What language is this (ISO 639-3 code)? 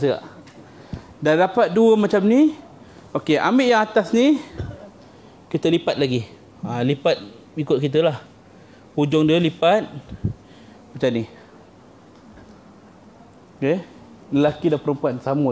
msa